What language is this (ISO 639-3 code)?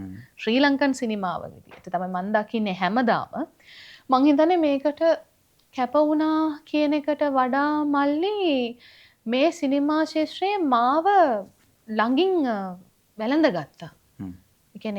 sin